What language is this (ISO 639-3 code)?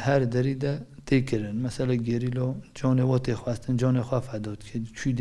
kur